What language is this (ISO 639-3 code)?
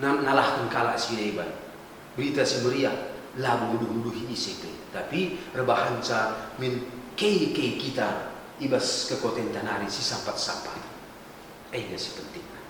btx